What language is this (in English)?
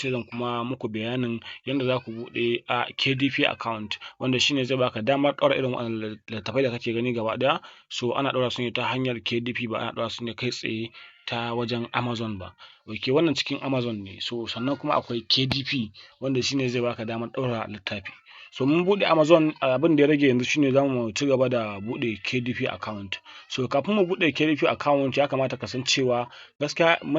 Hausa